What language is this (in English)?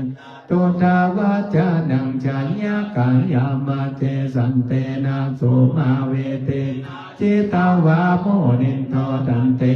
Pali